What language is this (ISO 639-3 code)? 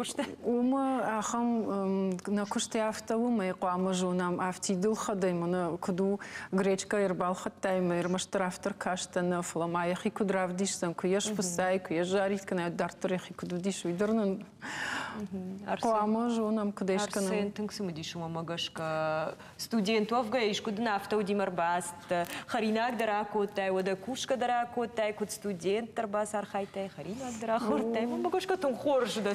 oss